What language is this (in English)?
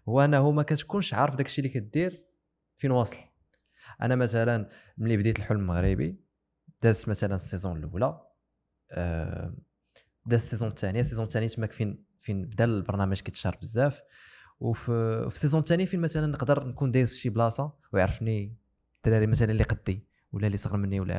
Moroccan Arabic